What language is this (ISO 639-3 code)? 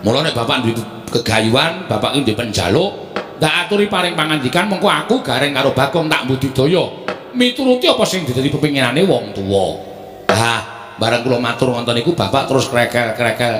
jav